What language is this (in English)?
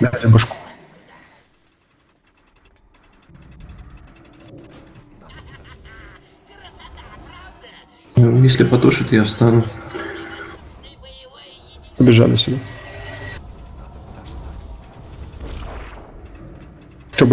Russian